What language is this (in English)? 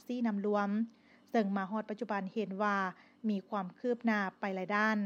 Lao